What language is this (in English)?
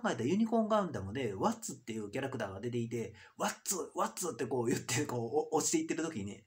Japanese